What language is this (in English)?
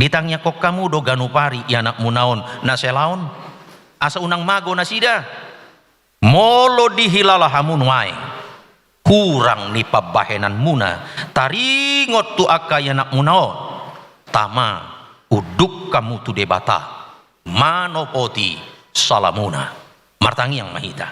Batak Toba